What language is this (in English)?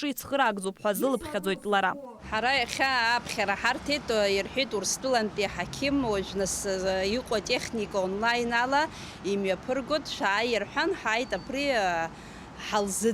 Abkhazian